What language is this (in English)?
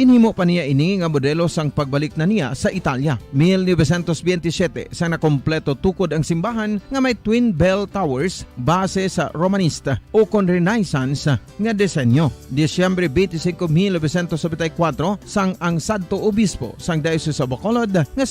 Hiligaynon